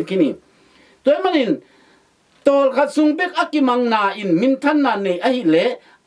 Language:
Tedim Chin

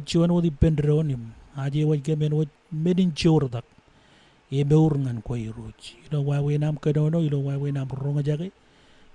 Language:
Marshallese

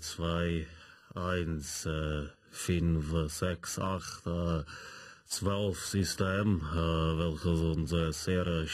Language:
Swiss German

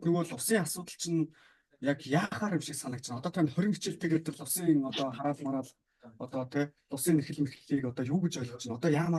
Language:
Mongolian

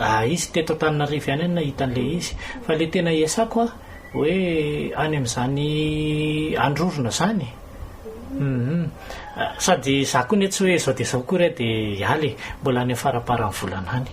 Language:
Malagasy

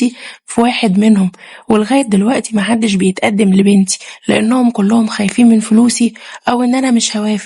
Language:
Egyptian Arabic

